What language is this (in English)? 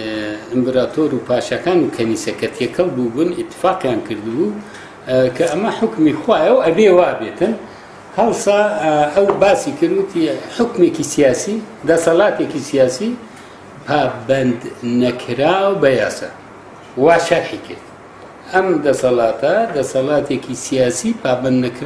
Central Kurdish